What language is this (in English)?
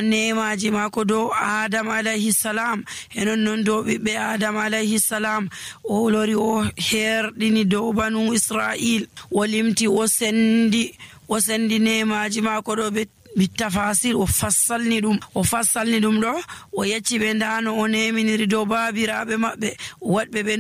Nigerian Fulfulde